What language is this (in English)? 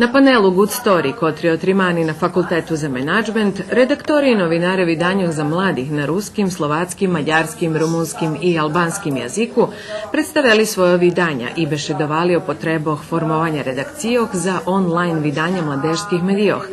Rusyn